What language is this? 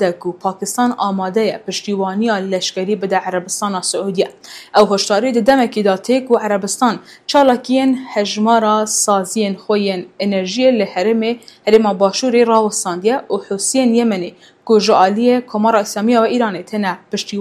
Kurdish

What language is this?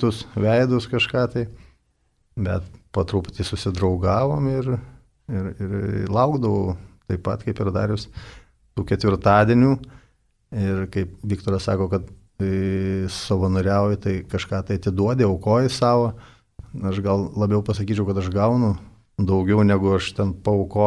Lithuanian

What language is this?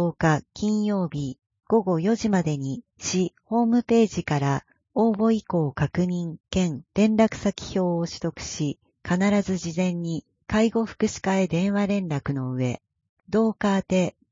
Japanese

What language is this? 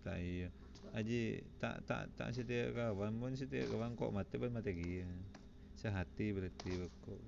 Madurese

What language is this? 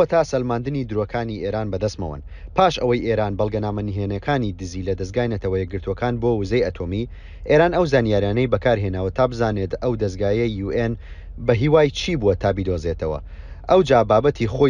Central Kurdish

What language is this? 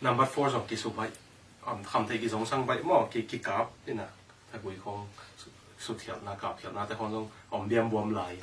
Tedim Chin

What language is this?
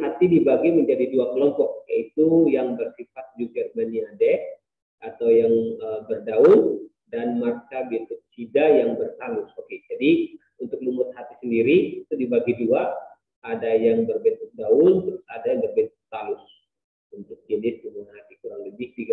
Indonesian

